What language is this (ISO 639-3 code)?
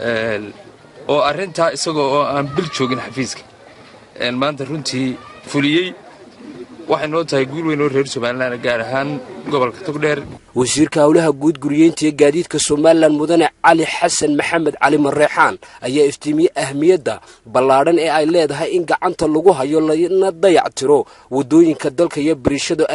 som